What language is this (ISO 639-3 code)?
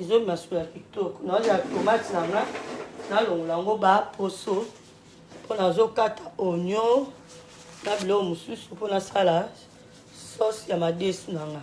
lin